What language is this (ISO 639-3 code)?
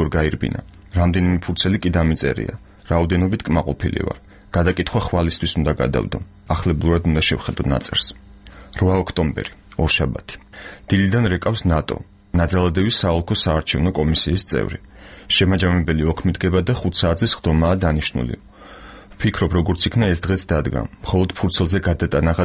kat